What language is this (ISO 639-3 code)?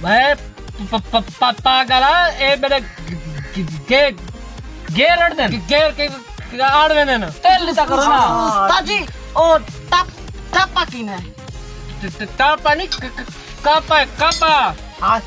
skr